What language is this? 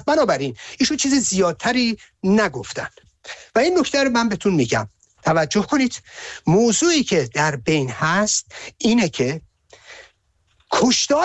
Persian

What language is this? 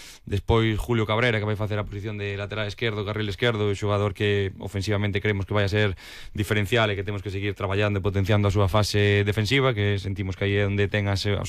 Galician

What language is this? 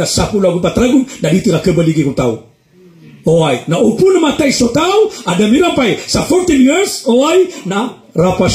Maranao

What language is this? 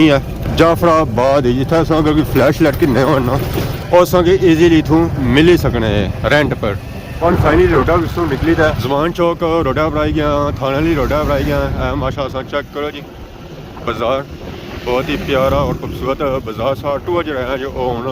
Pahari-Potwari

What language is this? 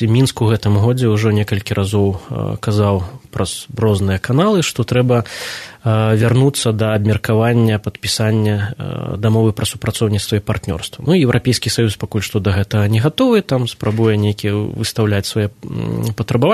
Belarusian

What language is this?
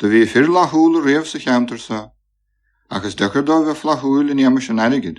Irish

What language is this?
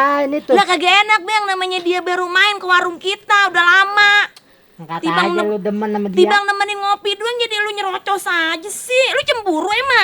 Betawi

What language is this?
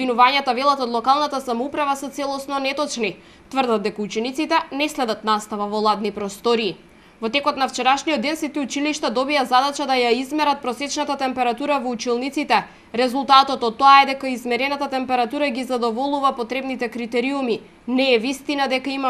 Macedonian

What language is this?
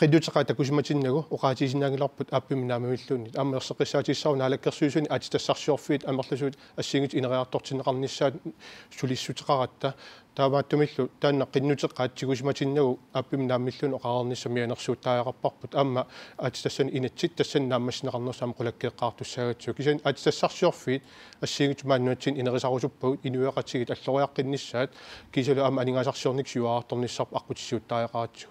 Kalaallisut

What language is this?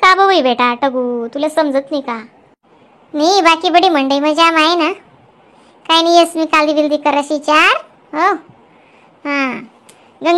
Khandesi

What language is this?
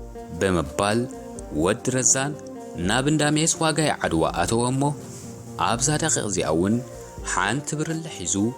Tigrinya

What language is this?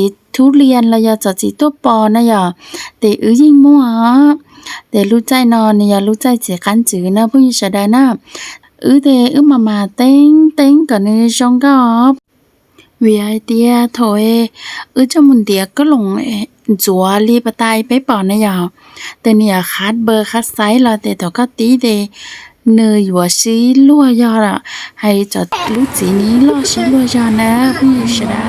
Hmong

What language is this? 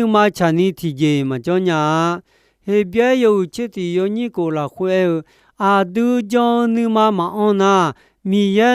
Akha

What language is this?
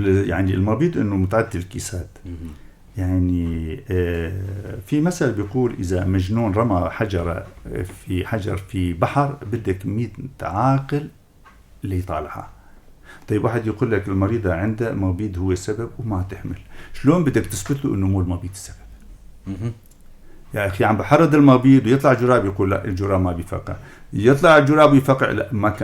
North Levantine Arabic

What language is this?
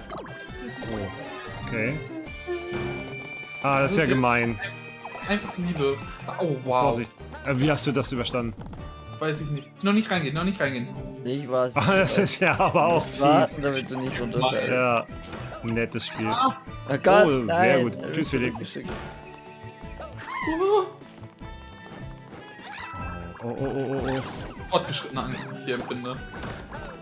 German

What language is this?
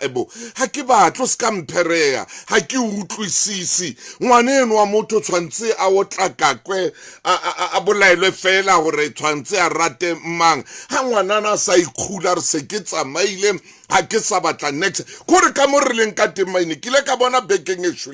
Southern Sotho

